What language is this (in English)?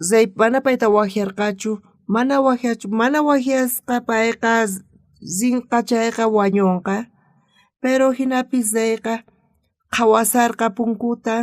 South Bolivian Quechua